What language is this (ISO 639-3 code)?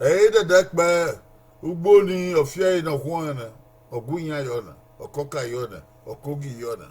bin